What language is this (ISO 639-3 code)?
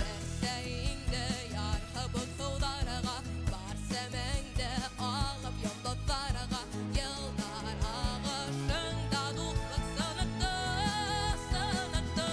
bak